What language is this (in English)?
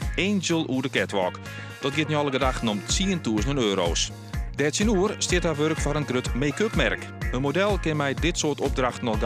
Western Frisian